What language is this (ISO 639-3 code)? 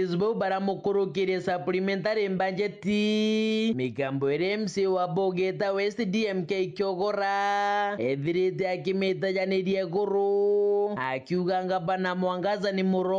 mer